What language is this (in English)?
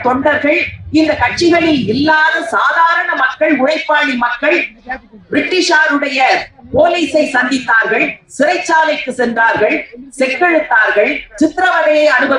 Tamil